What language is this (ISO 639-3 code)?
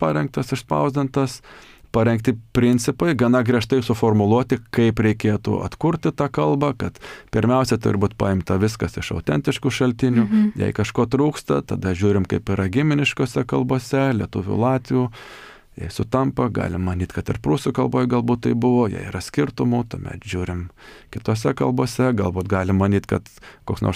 lit